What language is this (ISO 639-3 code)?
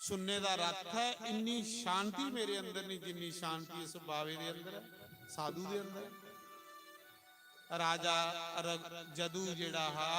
doi